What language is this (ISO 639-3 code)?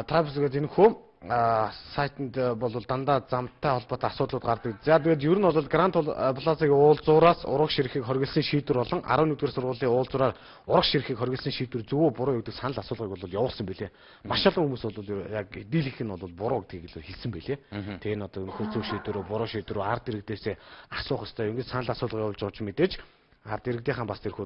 mon